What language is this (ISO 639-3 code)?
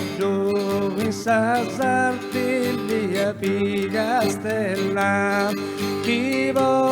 srd